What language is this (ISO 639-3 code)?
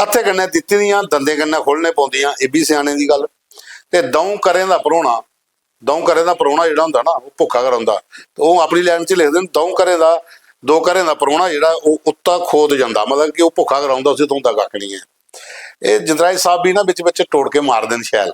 doi